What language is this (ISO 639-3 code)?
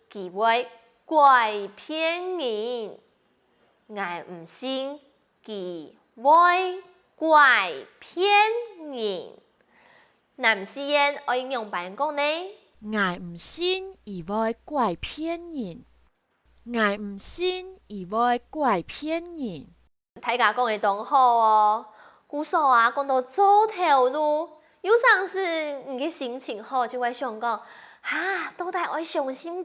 hak